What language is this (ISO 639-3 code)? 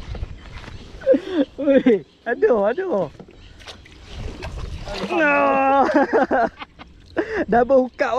msa